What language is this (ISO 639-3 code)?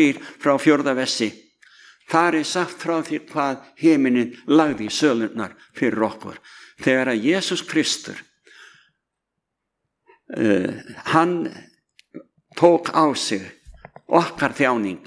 isl